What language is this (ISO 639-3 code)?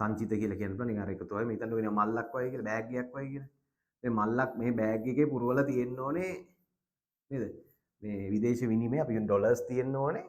sin